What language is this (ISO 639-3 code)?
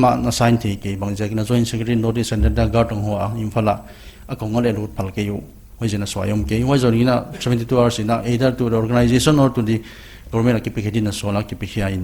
pck